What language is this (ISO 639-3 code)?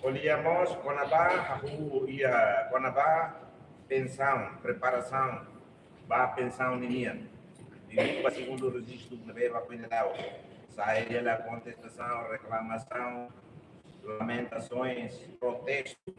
tet